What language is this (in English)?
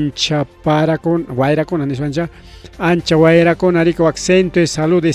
Ayacucho Quechua